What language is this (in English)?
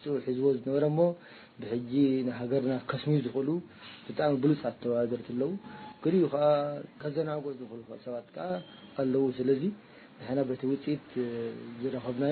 Tigrinya